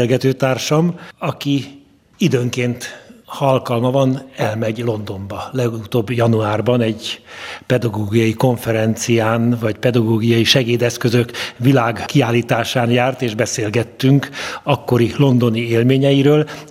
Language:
Hungarian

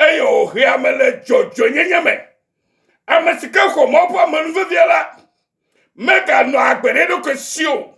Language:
Ewe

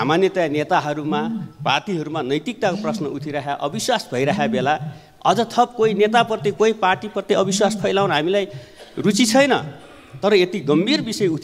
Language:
Nepali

